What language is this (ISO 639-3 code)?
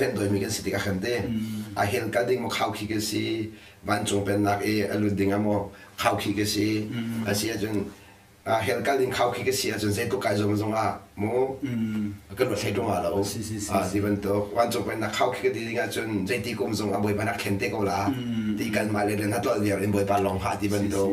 cnh